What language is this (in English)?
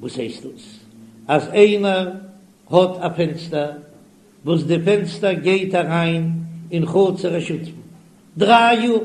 Yiddish